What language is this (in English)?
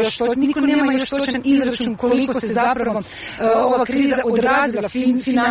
Croatian